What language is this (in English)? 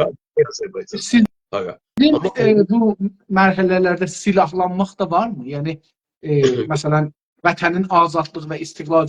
South Azerbaijani